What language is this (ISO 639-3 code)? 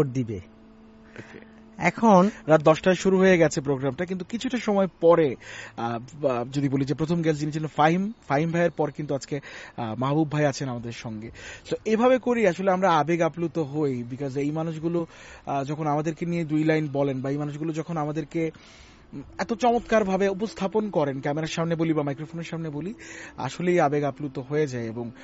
ben